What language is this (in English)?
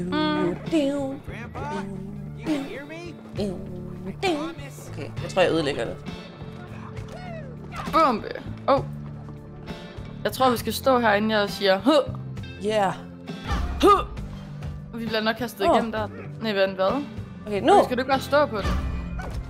Danish